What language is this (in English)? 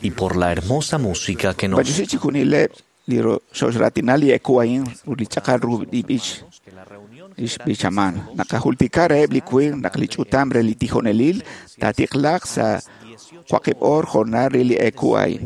Kekchí